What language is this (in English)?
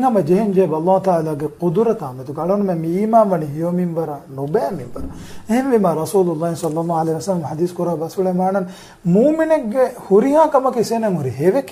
Divehi